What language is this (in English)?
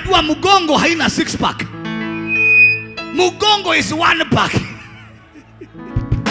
Swahili